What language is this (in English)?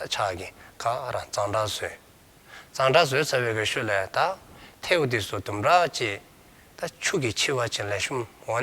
Dzongkha